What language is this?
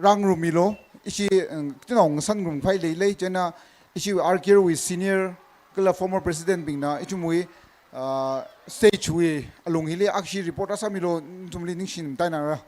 Tangkhul Naga (India)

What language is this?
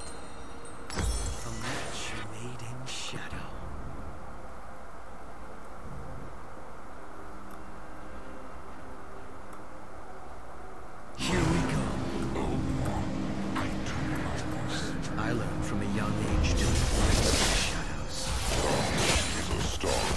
Vietnamese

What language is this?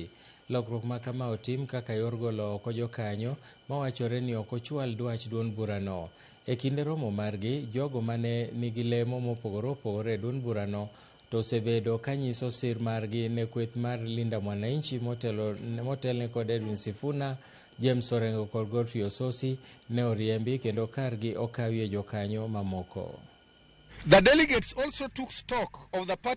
Luo (Kenya and Tanzania)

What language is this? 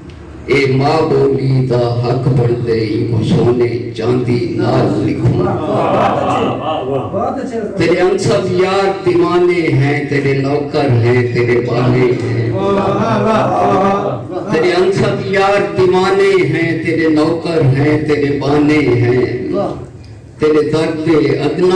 Saraiki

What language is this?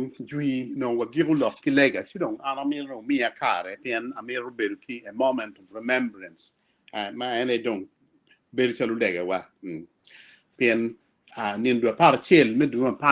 Acoli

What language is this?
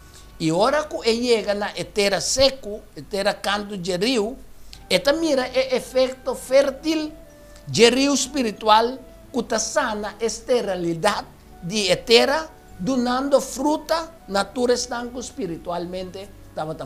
Papiamento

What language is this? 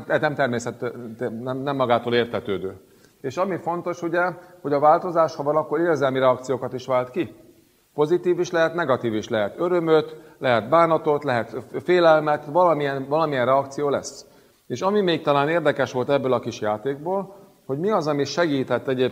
Hungarian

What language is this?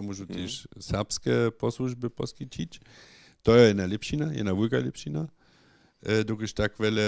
Upper Sorbian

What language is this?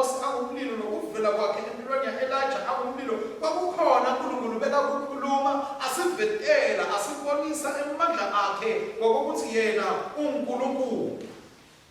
Swati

